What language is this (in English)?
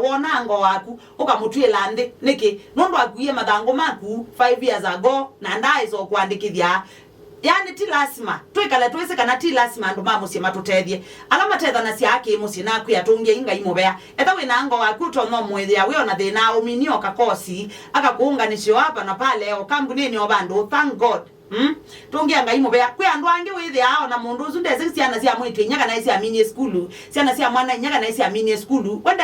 Kamba